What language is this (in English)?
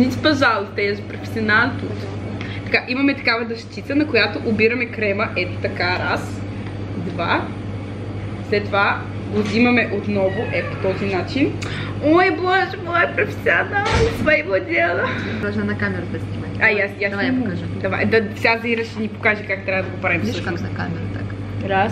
Bulgarian